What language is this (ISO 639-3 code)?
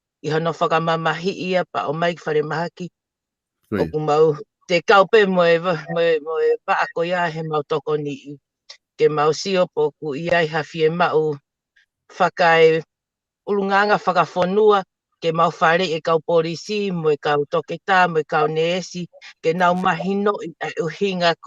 ton